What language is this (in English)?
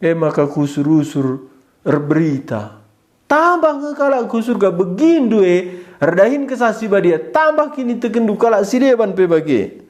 Batak Karo